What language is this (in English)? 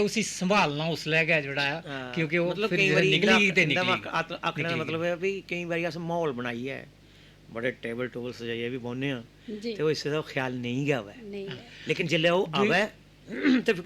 Dogri